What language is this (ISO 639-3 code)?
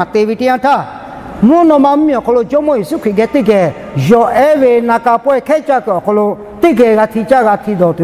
lhu